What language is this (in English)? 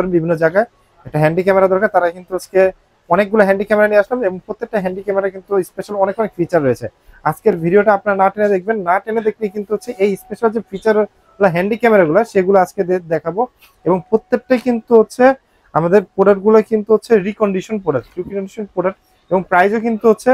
Bangla